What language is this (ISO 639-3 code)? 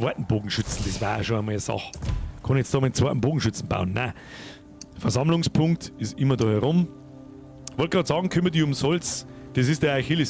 bar